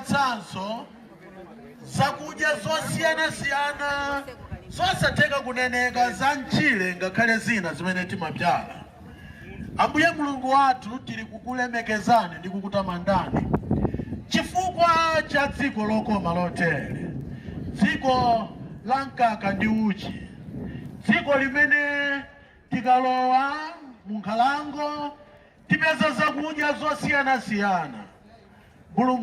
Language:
Nyanja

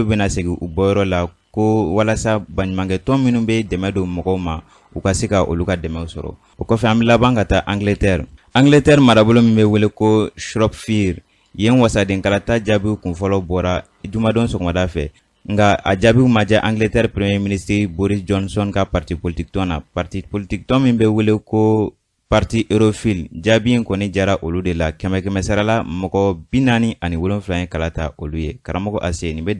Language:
Bambara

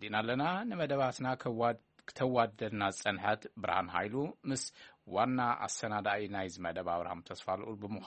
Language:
Tigrinya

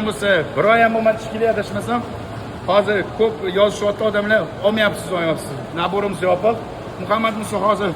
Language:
Uzbek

